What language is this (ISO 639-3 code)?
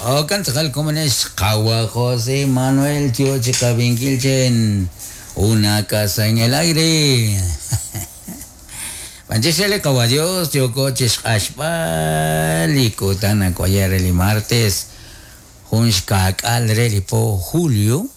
kek